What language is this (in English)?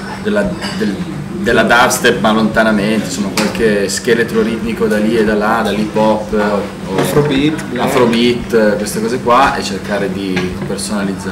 Italian